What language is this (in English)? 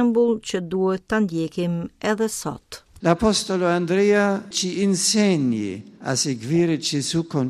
Albanian